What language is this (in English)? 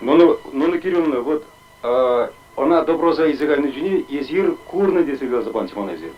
Chuvash